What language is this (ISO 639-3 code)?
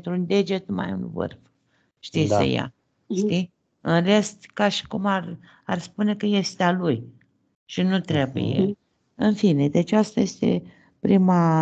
ron